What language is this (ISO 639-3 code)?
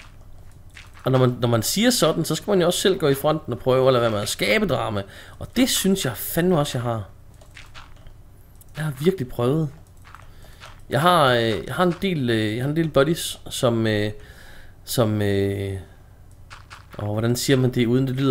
dan